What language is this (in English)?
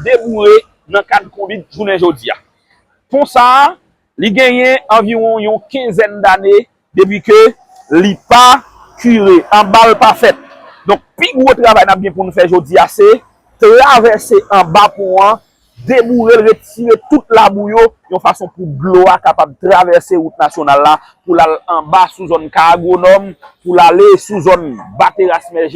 Haitian Creole